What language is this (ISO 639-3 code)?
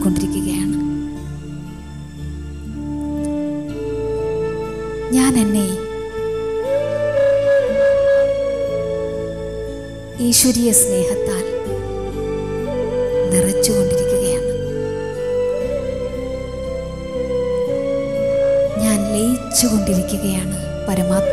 mal